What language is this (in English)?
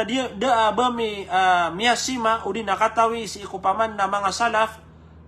Maranao